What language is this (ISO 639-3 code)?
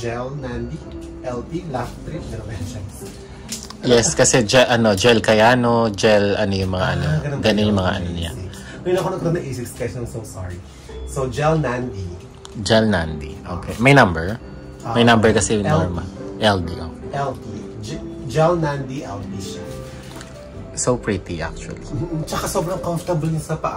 fil